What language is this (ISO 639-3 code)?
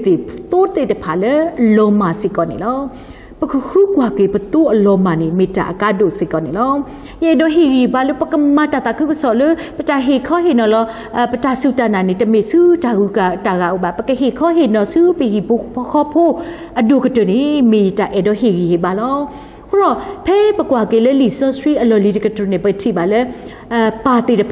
ksw